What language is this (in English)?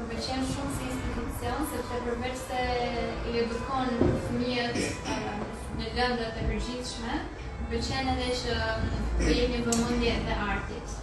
Albanian